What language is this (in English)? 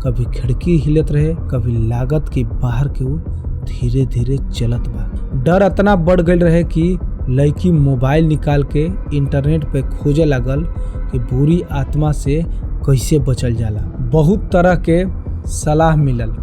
Bhojpuri